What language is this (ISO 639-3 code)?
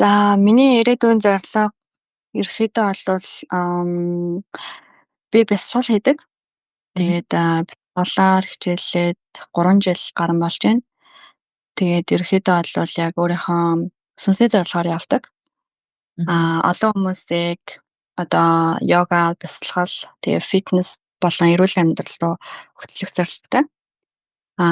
mon